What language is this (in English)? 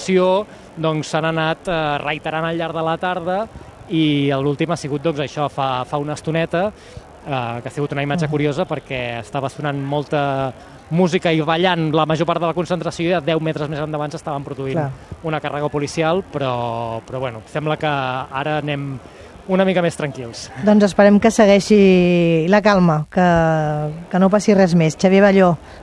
Catalan